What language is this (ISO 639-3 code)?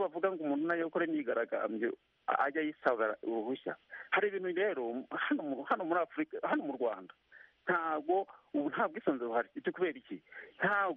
kin